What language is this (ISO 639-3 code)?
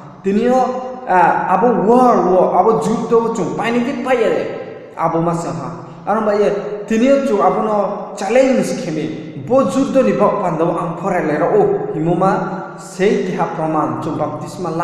ria